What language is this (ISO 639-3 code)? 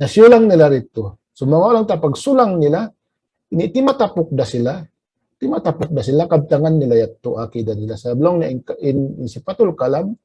tsg